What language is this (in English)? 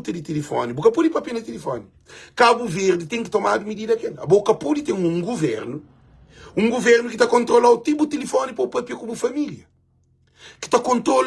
Kabuverdianu